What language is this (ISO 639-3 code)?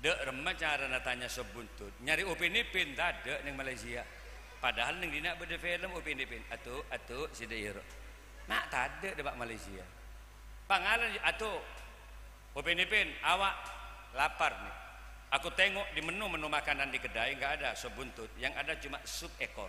mad